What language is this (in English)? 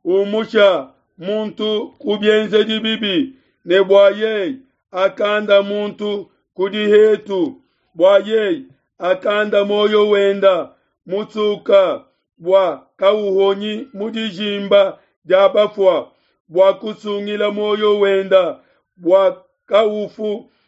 Luba-Lulua